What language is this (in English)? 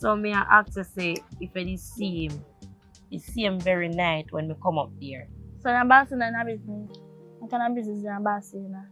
Jamaican Creole English